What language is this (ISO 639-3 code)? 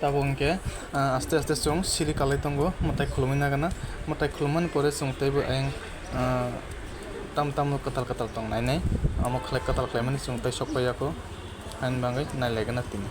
trp